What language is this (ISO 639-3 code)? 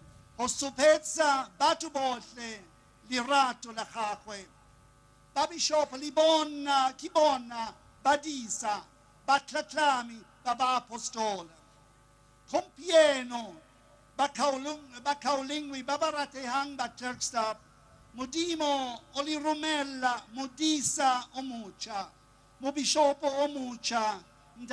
tsn